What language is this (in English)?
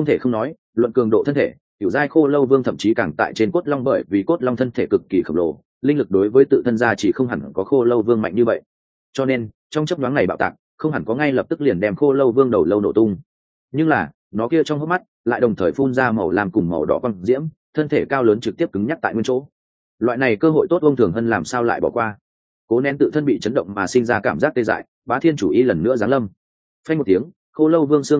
Vietnamese